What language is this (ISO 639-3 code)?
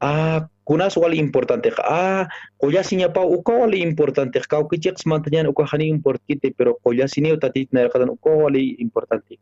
aym